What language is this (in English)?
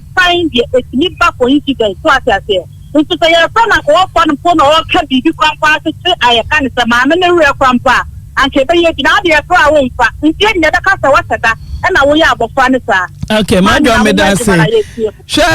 Akan